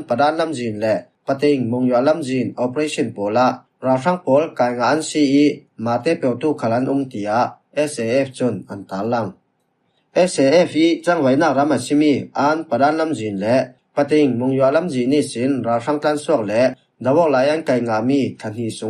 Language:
Falam Chin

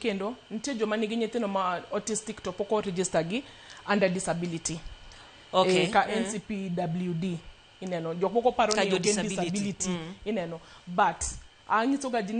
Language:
Luo (Kenya and Tanzania)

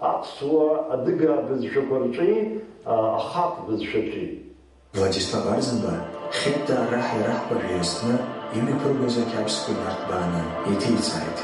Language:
Abkhazian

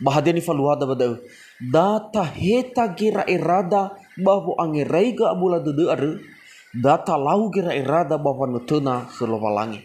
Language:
Nias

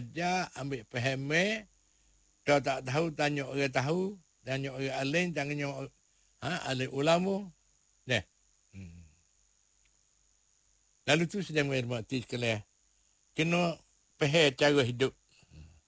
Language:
Malay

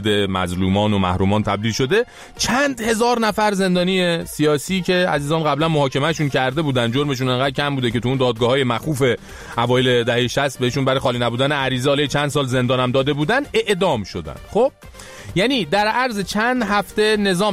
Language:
Persian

